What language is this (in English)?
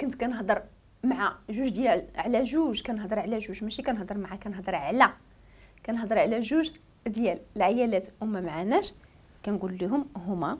Moroccan Arabic